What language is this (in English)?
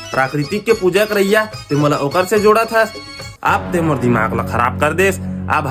Chhattisgarhi